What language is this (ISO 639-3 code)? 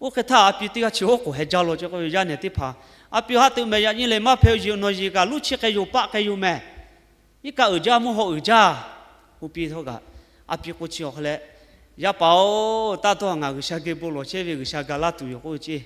lhu